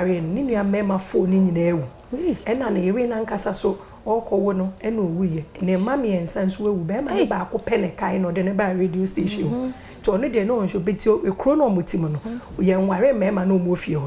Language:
Akan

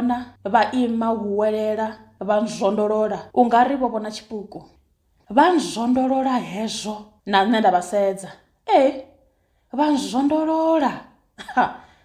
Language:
Venda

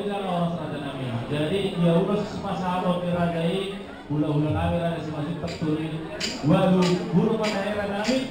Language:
Batak Toba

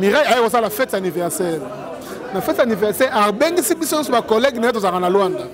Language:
Lingala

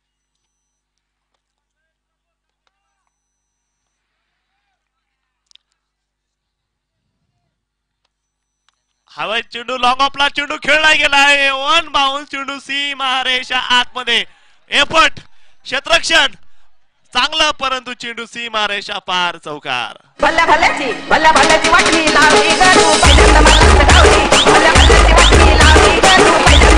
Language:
Marathi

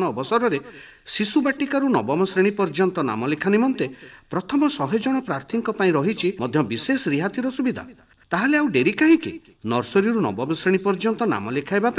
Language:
Odia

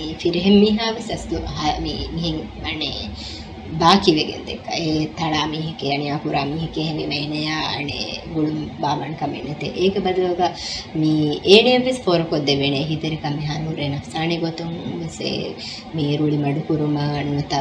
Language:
Divehi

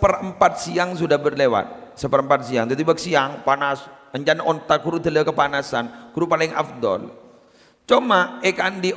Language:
Madurese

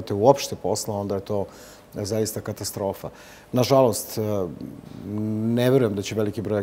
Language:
Serbian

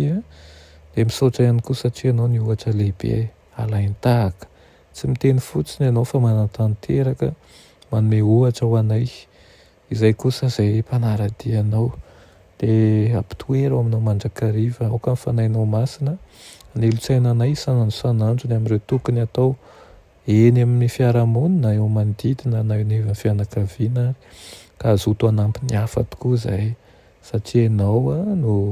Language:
Malagasy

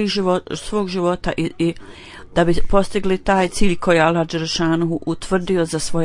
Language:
Bosnian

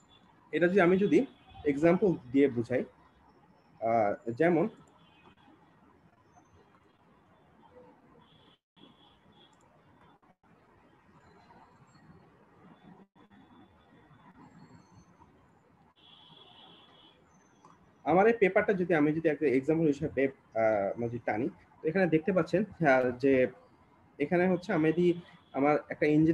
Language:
Bangla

